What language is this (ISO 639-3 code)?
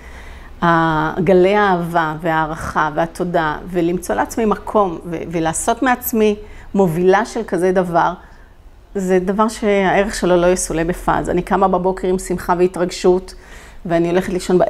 heb